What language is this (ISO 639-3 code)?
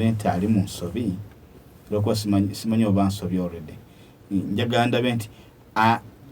lug